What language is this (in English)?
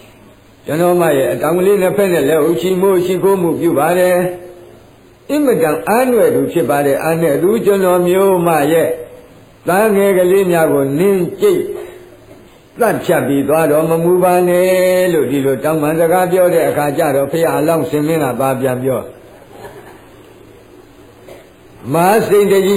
Burmese